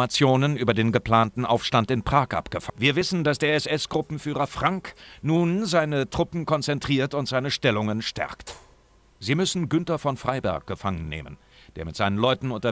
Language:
Bavarian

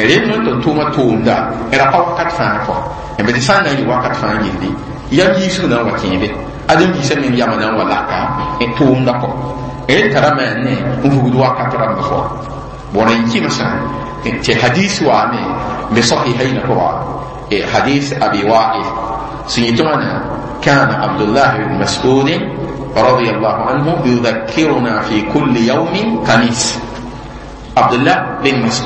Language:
Mossi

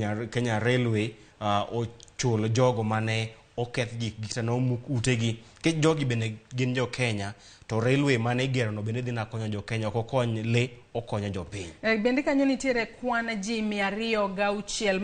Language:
Luo (Kenya and Tanzania)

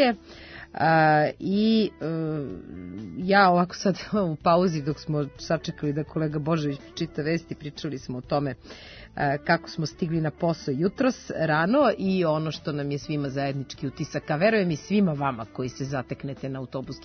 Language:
Serbian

